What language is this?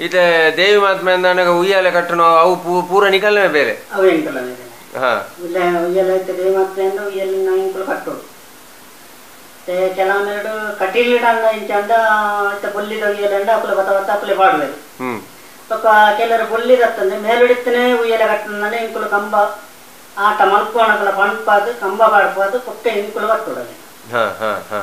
Tulu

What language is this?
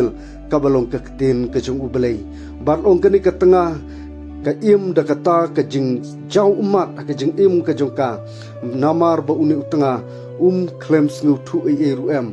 Khasi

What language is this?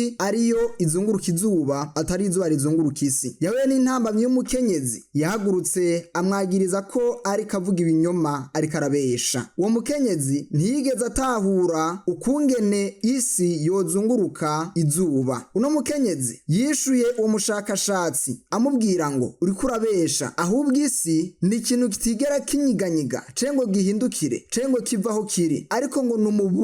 Rundi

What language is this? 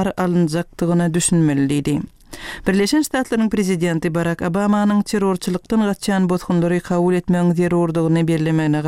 Turkmen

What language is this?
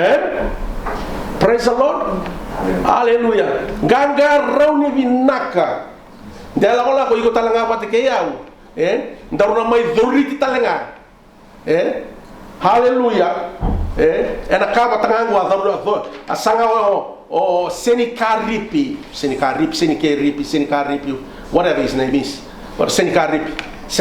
Fijian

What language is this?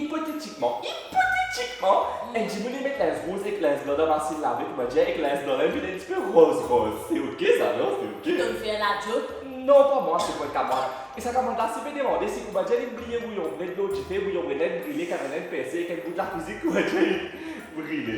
Morisyen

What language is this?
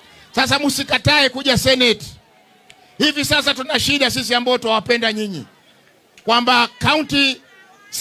Swahili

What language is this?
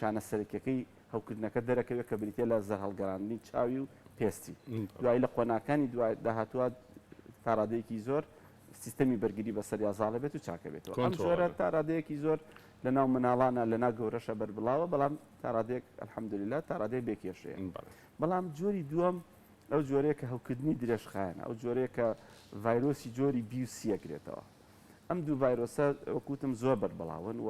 Central Kurdish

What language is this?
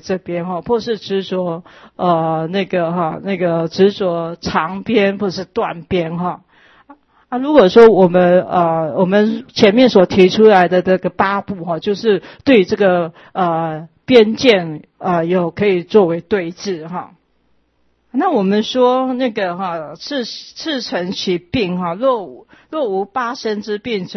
Chinese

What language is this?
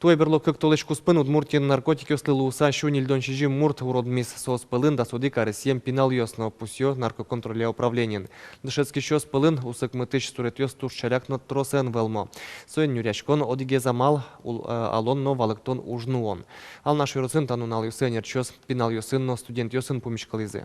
Udmurt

